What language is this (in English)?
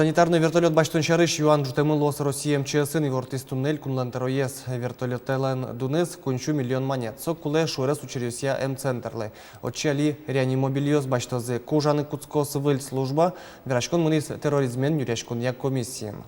Udmurt